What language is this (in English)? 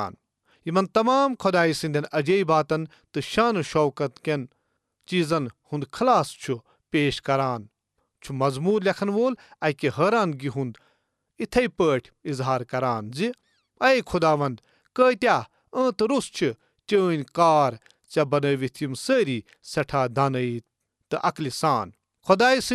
Kashmiri